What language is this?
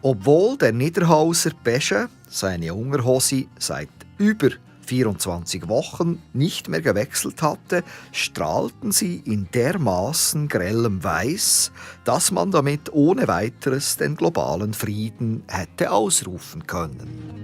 Swiss German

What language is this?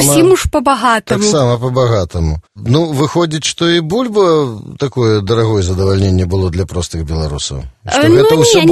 Belarusian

